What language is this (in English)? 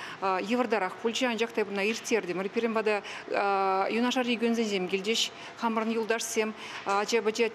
Chuvash